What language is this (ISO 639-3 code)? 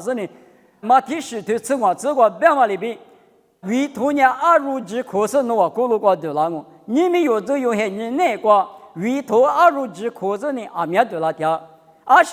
lis